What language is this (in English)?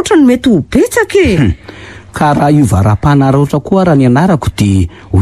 Malagasy